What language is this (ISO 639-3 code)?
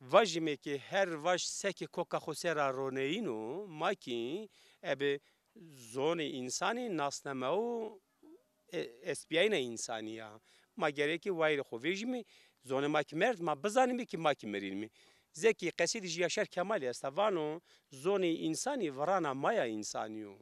zza